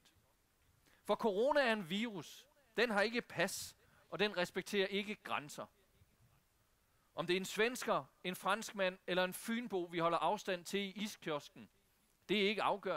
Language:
Danish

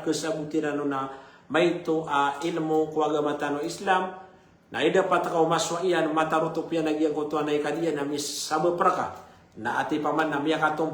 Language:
Maranao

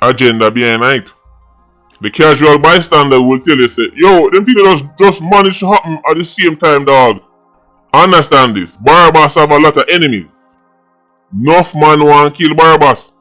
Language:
Jamaican Creole English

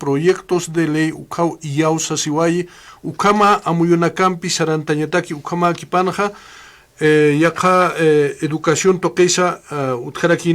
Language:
Aymara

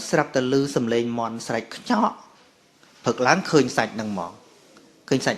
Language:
Khmer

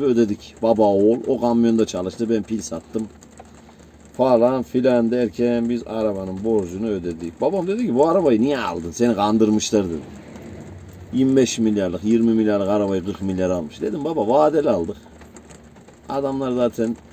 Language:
Turkish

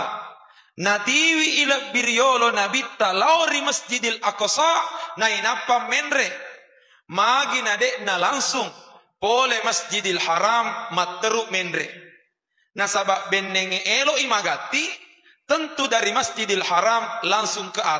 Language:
Buginese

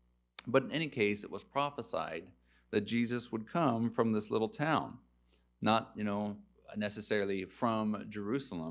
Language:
English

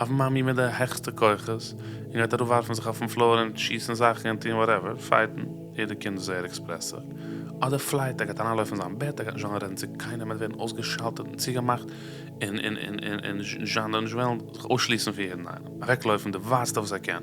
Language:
Yiddish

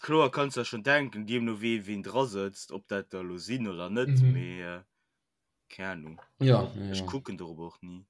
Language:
Luxembourgish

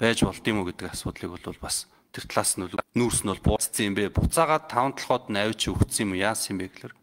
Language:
Mongolian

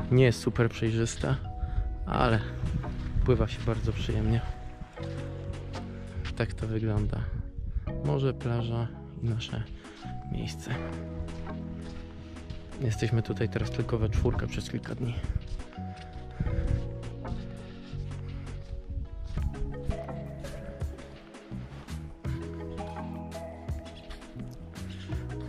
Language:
Polish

